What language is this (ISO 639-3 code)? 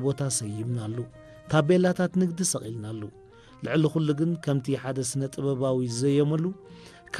tir